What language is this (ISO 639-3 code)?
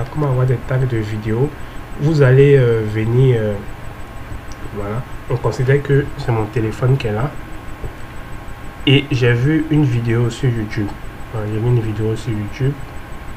fra